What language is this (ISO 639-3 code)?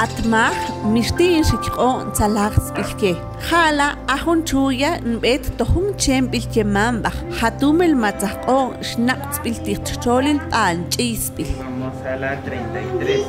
mam